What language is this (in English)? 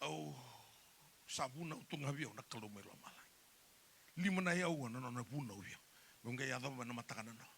Fijian